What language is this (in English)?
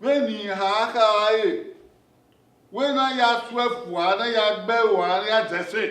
Bini